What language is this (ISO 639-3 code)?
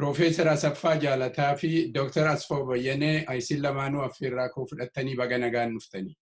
orm